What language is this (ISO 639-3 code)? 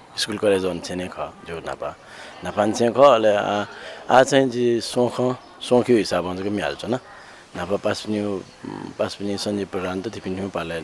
new